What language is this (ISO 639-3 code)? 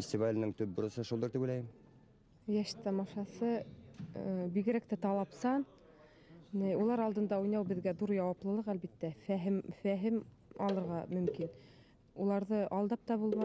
bak